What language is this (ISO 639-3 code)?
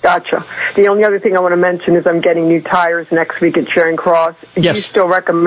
eng